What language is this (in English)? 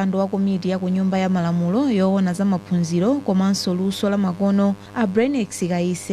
Nyanja